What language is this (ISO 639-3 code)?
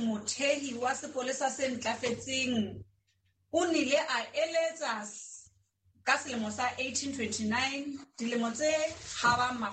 sot